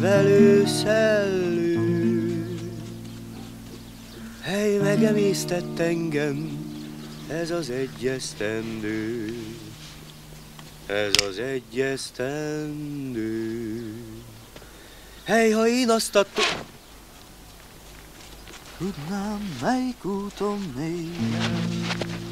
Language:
Hungarian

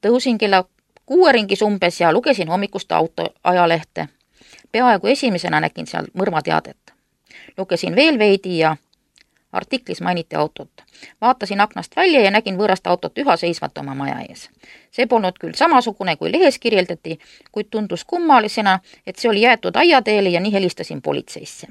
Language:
Estonian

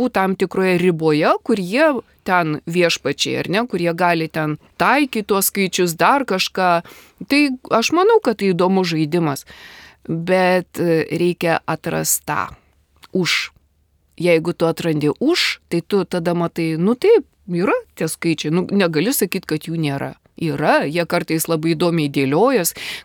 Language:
Lithuanian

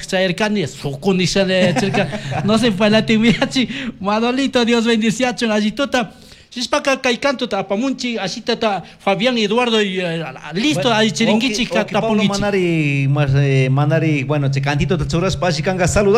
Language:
Chimborazo Highland Quichua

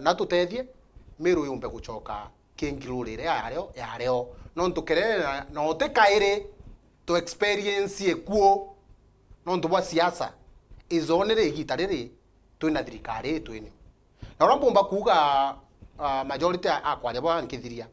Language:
Meru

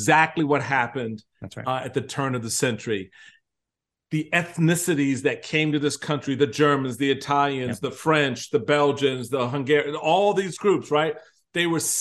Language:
English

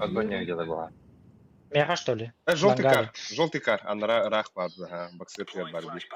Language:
Yakut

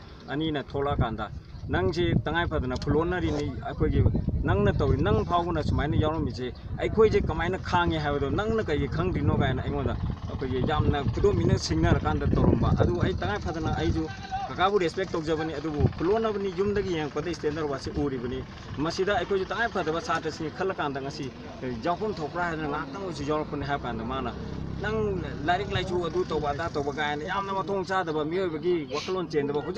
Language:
Manipuri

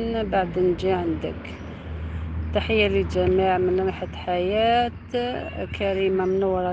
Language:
Algerian Arabic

